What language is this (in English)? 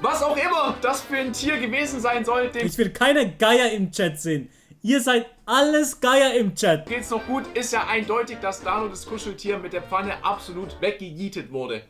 Swiss German